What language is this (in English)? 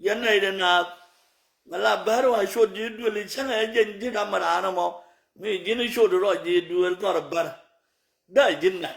Nuer